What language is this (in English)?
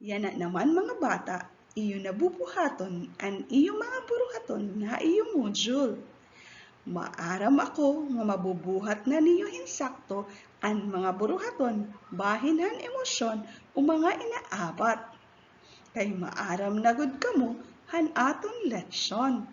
Waray